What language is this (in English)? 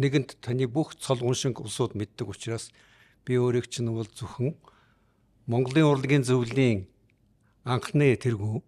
Mongolian